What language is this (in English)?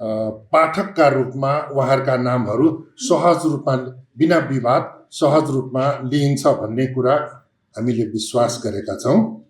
Nepali